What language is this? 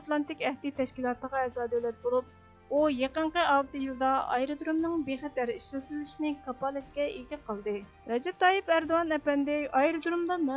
Uyghur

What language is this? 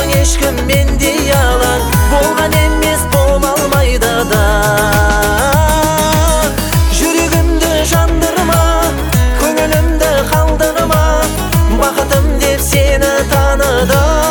Kazakh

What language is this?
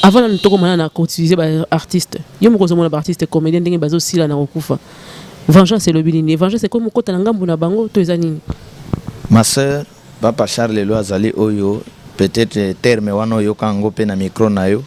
Lingala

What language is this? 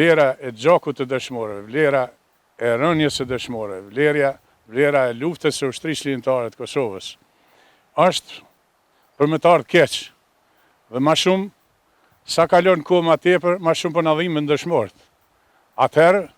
Albanian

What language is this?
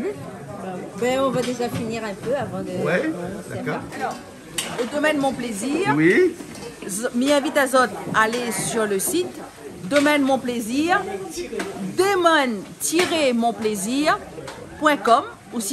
Réunion Creole French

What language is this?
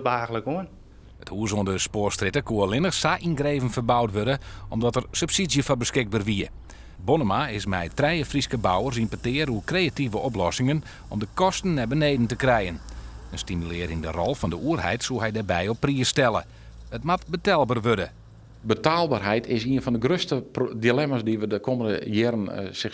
Western Frisian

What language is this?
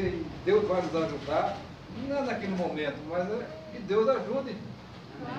Portuguese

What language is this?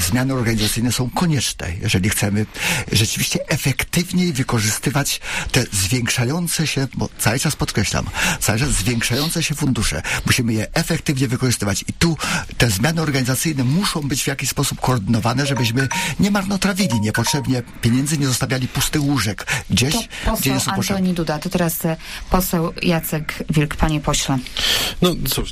Polish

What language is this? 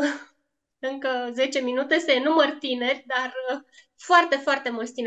Romanian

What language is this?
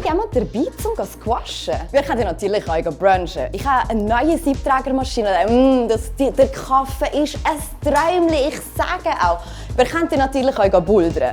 Swiss German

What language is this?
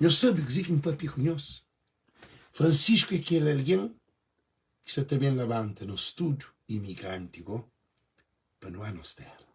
Kabuverdianu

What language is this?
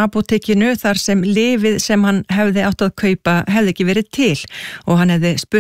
Icelandic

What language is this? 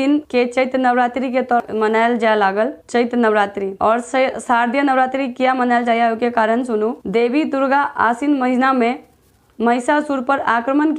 Maithili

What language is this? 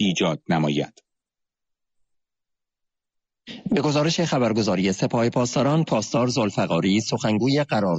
Persian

